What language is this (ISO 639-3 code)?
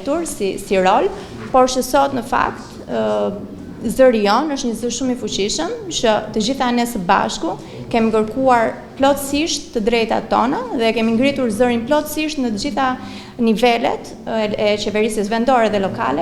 sqi